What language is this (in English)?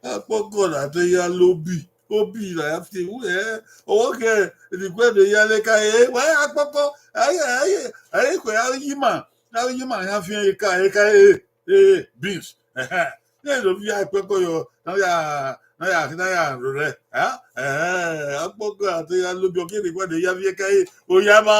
Bini